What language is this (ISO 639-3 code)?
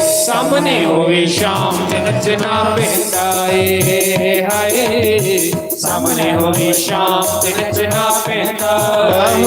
doi